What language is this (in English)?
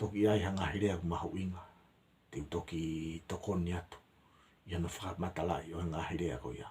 Tongan